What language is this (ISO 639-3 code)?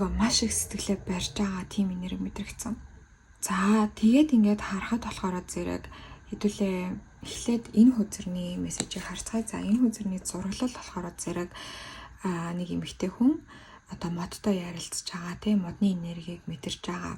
mon